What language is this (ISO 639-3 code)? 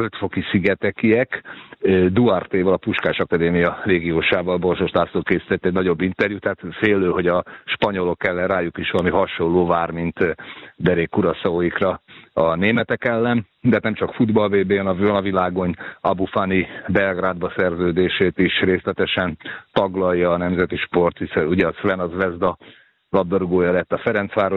hun